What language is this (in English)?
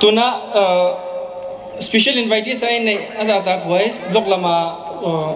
Paite Chin